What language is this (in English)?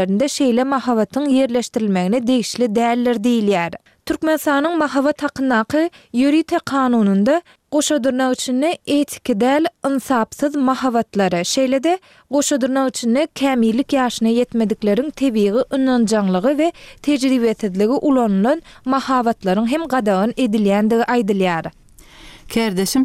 Turkmen